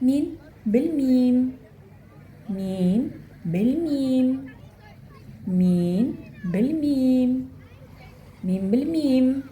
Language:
Tatar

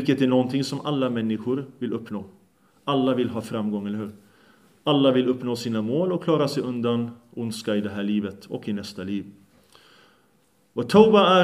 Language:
Swedish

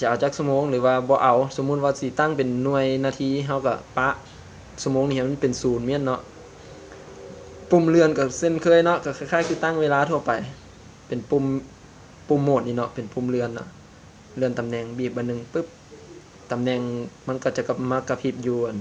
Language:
Lao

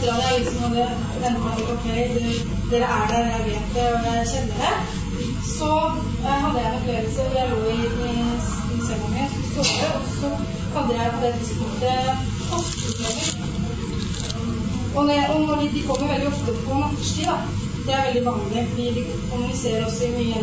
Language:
Norwegian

